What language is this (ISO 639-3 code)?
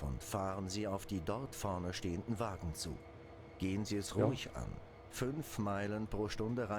bar